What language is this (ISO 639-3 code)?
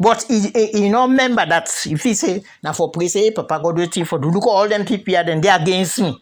kri